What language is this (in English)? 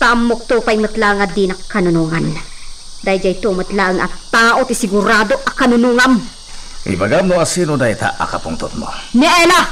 Iloko